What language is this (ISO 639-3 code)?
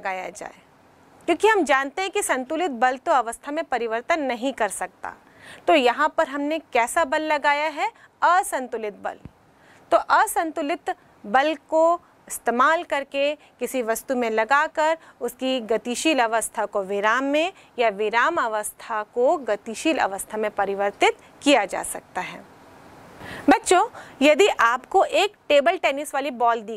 hin